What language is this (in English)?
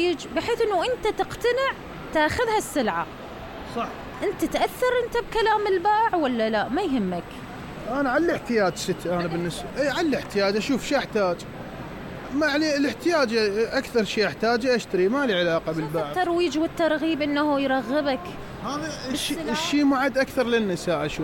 Mesopotamian Arabic